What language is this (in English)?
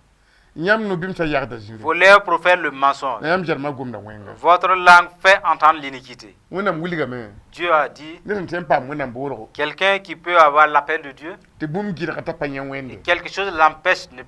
Mossi